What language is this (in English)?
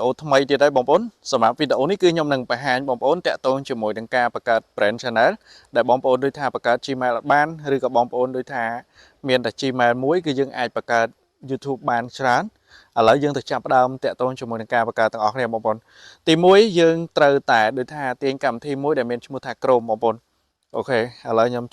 Khmer